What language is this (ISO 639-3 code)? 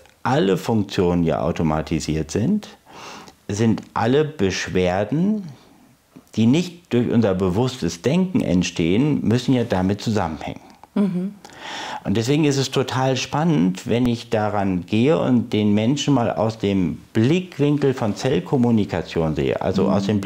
deu